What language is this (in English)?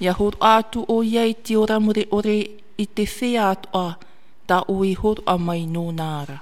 Tahitian